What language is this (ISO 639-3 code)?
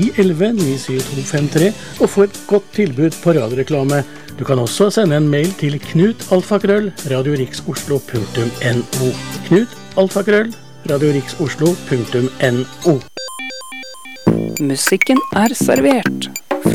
nor